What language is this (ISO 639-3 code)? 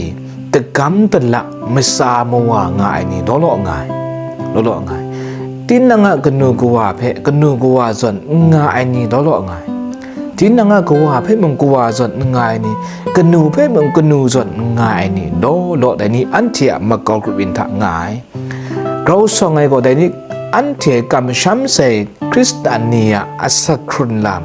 kac